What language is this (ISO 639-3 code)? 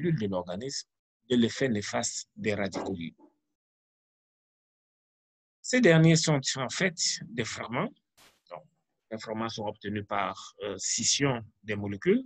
fra